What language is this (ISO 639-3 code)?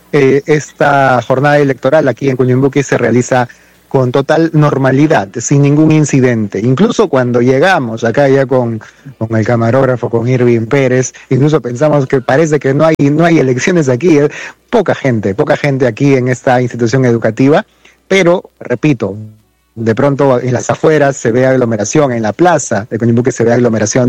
spa